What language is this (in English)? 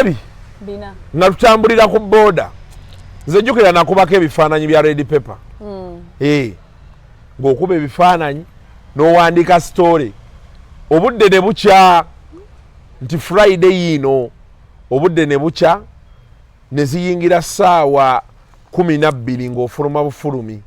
Ganda